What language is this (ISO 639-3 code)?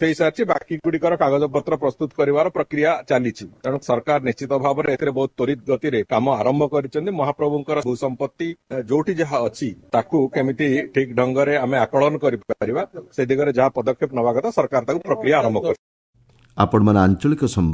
ori